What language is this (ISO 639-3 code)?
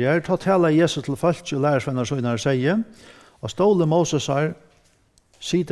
fao